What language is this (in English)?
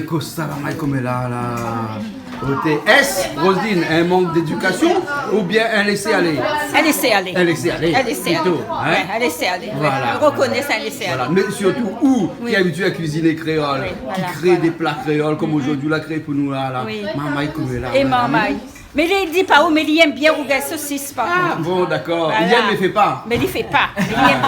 Réunion Creole French